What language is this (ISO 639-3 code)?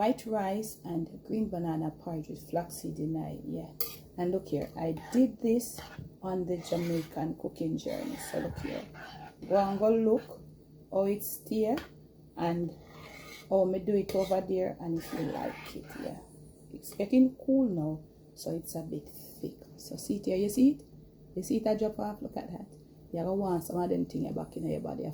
jam